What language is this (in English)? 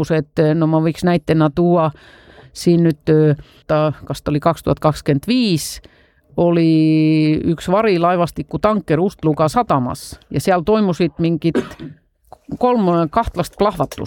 Estonian